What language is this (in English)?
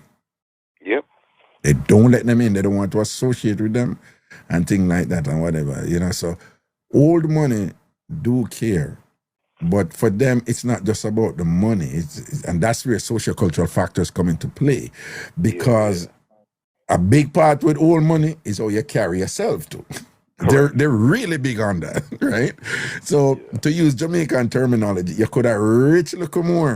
Jamaican Creole English